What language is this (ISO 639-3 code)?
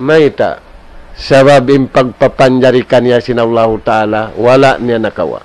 tsg